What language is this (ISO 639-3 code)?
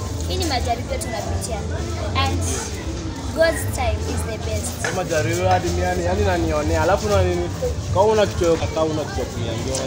swa